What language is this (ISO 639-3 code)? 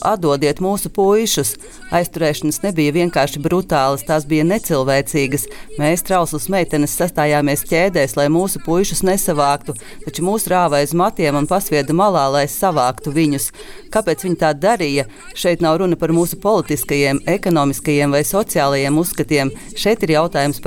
lav